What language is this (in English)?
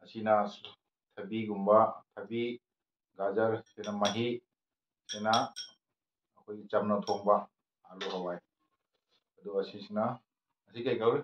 Manipuri